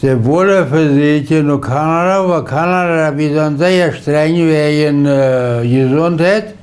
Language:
Plautdietsch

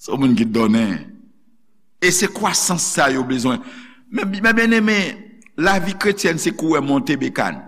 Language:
Haitian Creole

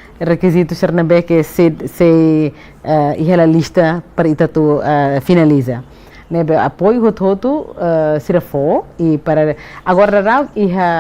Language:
Tetum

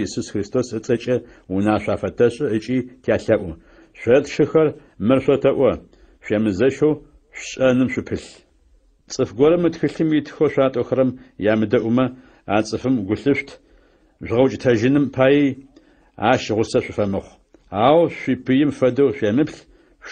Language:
Adyghe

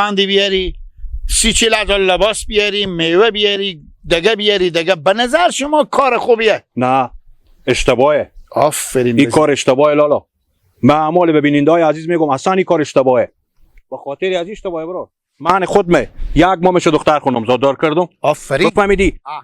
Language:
Hazaragi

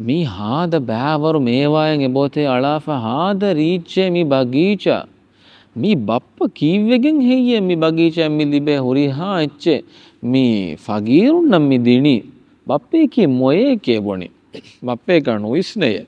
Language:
Divehi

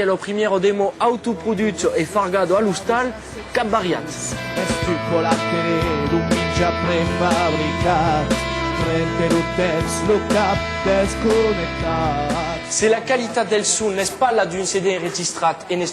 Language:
Occitan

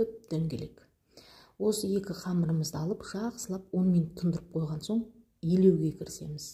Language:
Kazakh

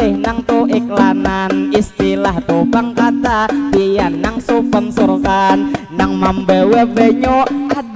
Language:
Banjar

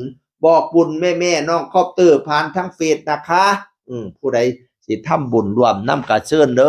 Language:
Northeastern Thai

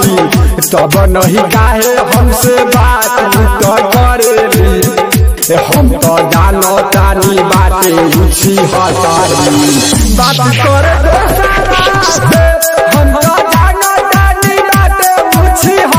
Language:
Bhojpuri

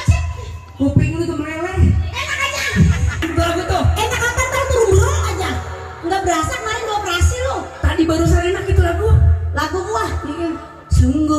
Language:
Betawi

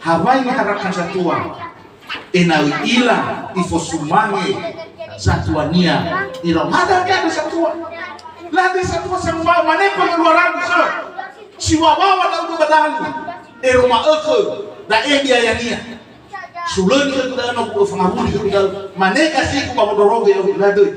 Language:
Nias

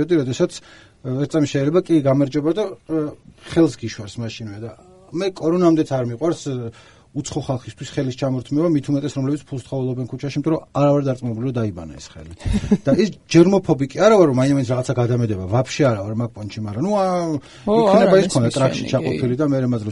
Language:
Georgian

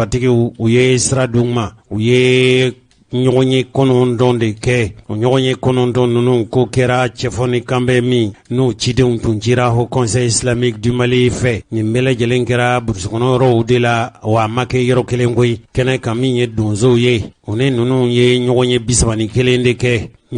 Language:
Bambara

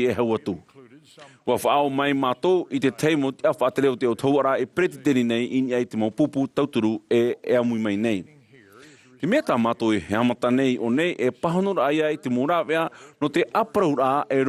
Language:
Tahitian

